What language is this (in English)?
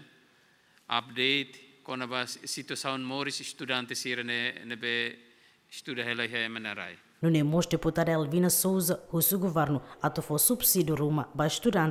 Tetum